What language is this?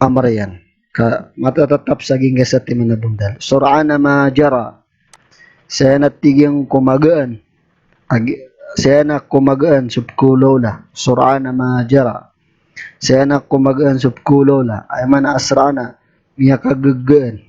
Maranao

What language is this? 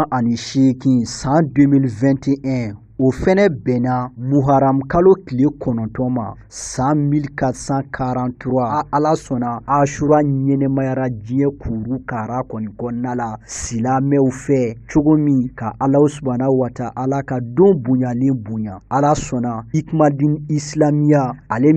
Bambara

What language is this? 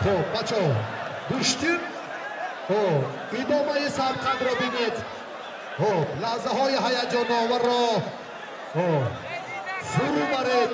Tajik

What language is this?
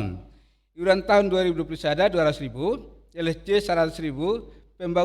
Batak Toba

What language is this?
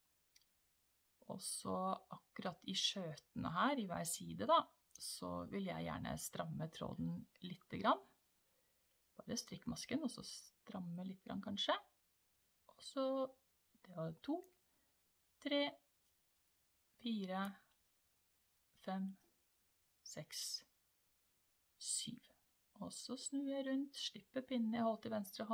Norwegian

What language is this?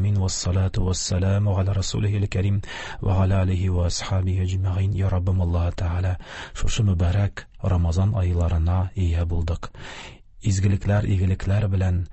Tatar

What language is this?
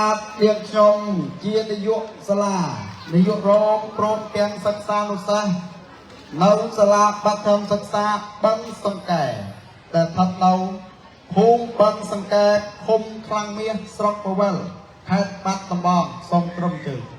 Khmer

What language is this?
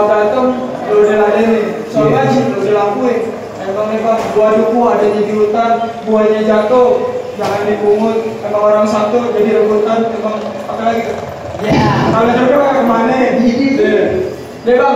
Betawi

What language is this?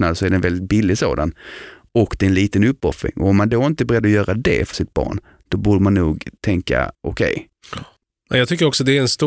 Swedish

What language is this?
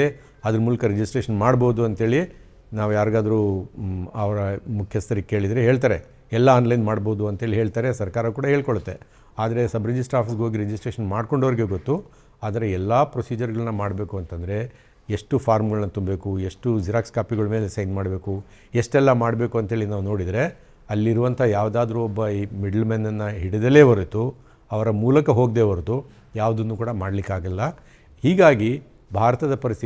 Kannada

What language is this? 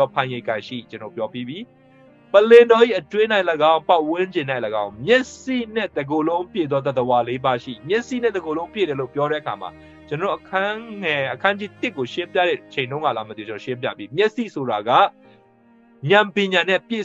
Burmese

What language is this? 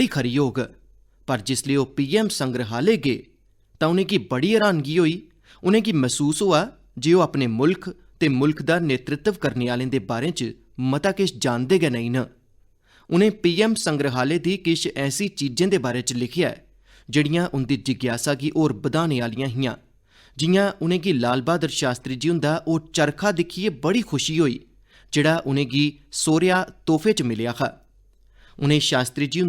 Dogri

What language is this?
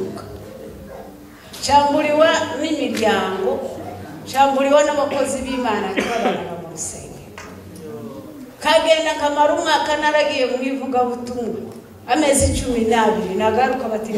Kinyarwanda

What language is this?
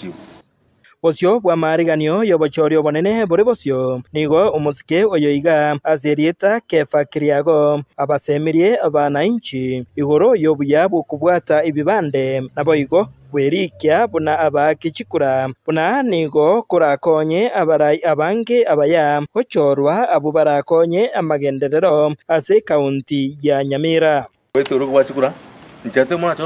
Gusii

